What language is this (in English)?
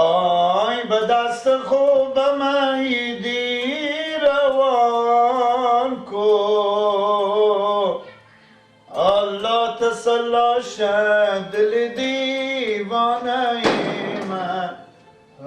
Persian